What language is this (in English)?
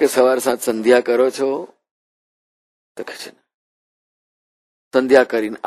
Gujarati